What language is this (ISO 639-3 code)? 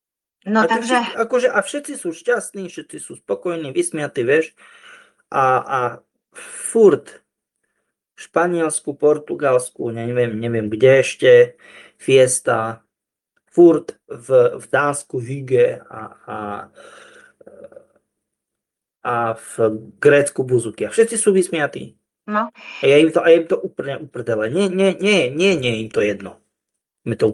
slk